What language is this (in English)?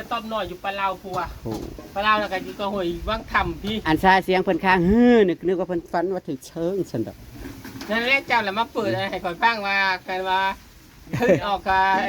Northeastern Thai